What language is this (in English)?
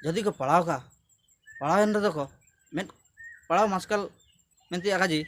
Ho